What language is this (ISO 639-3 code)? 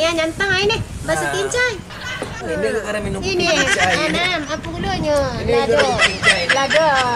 min